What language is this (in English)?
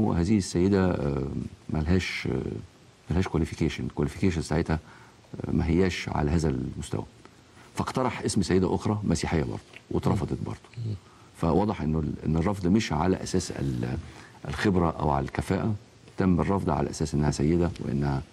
Egyptian Arabic